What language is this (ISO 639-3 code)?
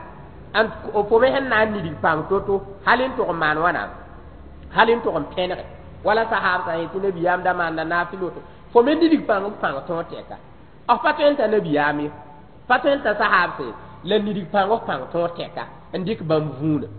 mos